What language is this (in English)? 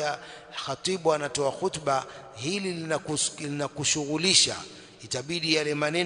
Swahili